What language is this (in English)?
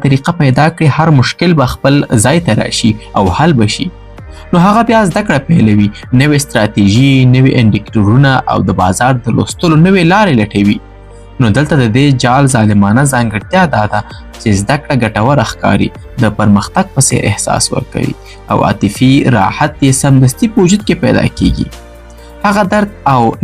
Pashto